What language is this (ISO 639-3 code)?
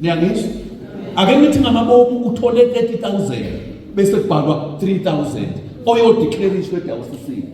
zul